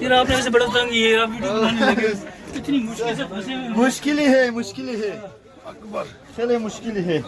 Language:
Tajik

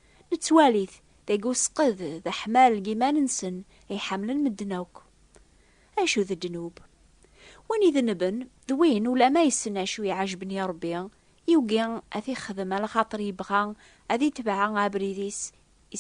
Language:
Kabyle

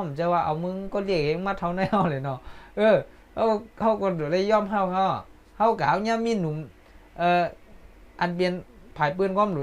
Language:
Shan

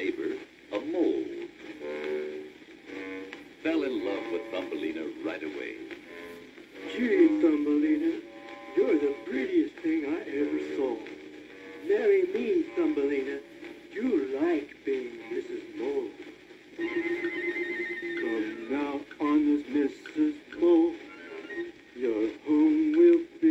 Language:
English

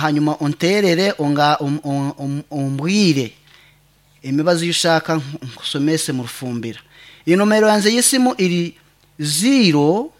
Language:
Nyankole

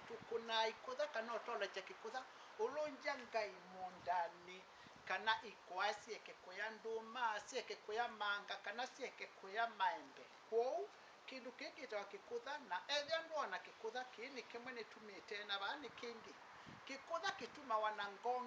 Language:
Kamba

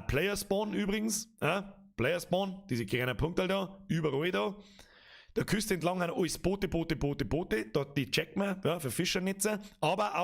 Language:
Bavarian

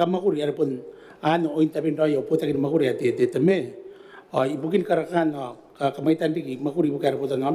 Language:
Gilbertese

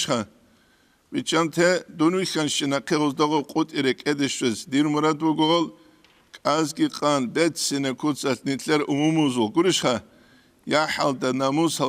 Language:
Avaric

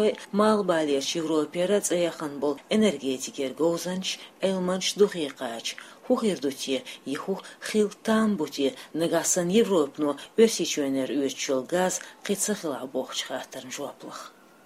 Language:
Chechen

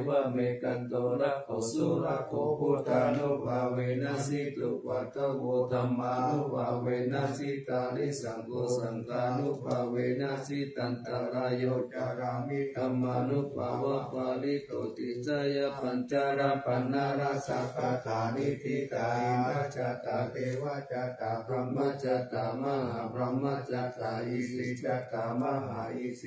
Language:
Pali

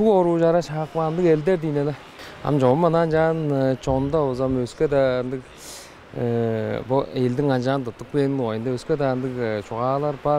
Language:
Tuvinian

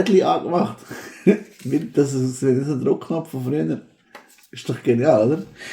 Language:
Swiss German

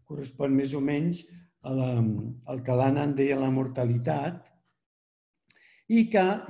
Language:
Catalan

